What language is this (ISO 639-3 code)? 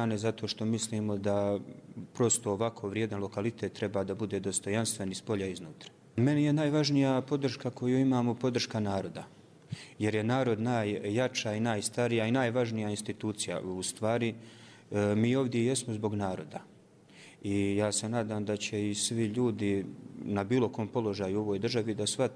srp